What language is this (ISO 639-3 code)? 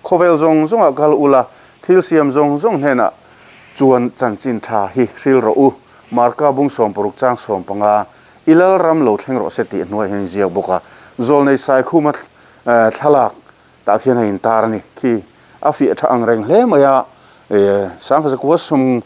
lus